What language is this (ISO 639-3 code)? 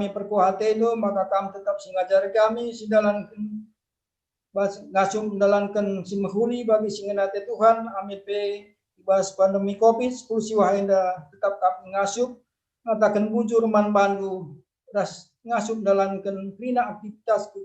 btx